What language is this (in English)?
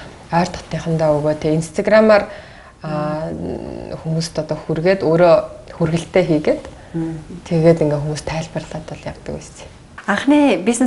Mongolian